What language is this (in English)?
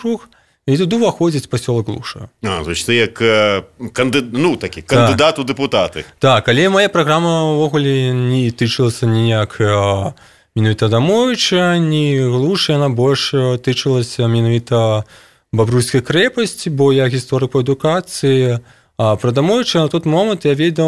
Belarusian